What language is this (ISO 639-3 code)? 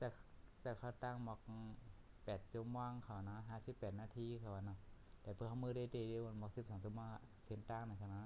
shn